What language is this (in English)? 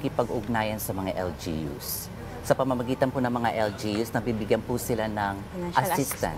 Filipino